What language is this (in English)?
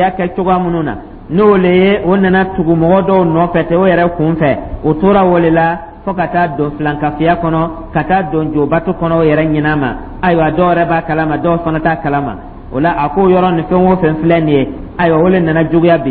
Dyula